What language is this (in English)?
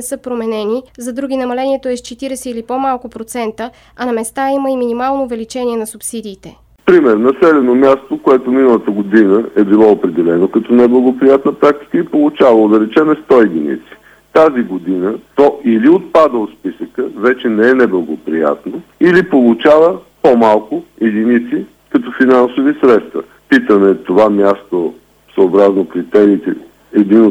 Bulgarian